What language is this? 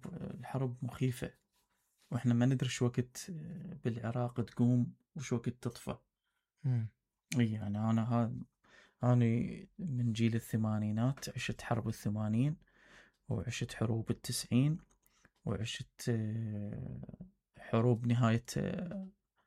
Mesopotamian Arabic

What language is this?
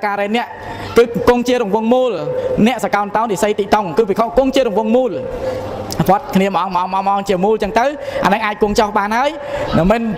Khmer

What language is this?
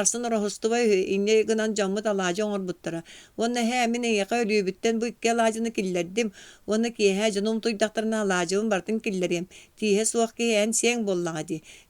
Yakut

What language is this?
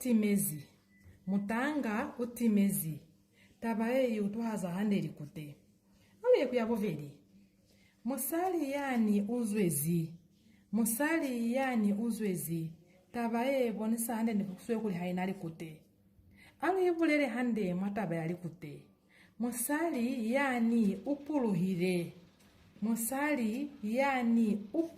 Lozi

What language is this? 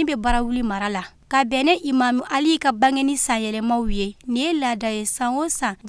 Bambara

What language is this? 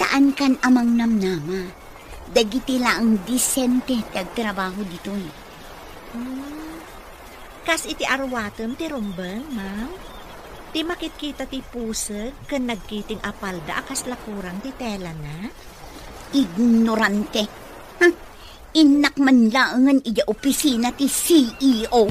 Iloko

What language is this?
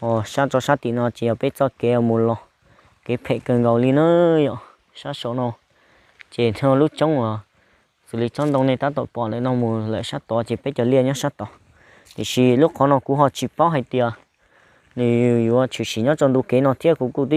Hmong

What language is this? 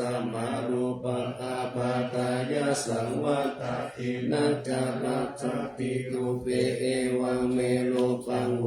Pali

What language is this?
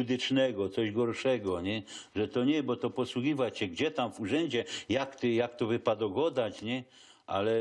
Silesian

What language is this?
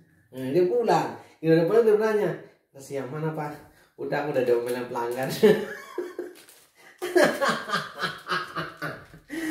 Indonesian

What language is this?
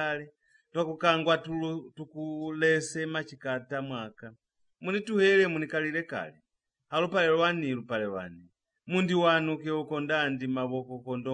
Lozi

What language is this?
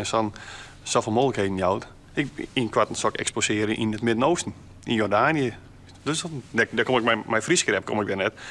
Western Frisian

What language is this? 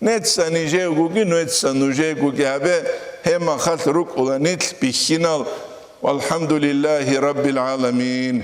Avaric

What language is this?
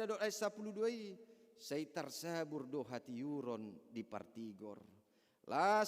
Batak Toba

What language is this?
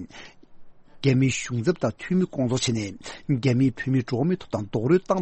Tibetan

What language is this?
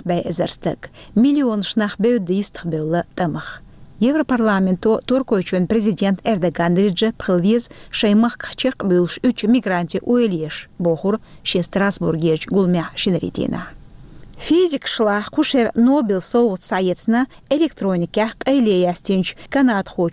Chechen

